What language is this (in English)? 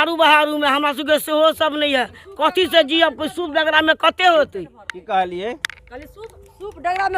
Maithili